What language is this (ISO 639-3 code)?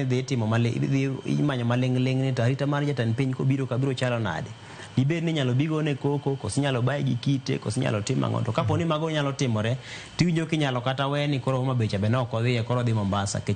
luo